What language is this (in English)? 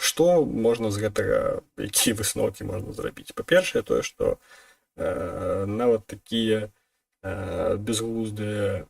Belarusian